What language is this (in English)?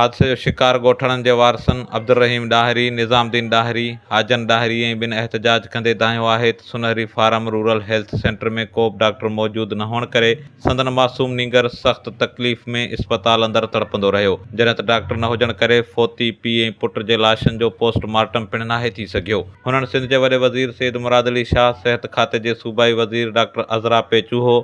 Sindhi